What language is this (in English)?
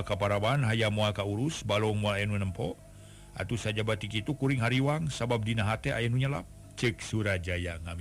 Sundanese